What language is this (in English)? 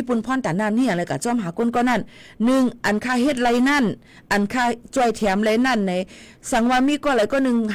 Shan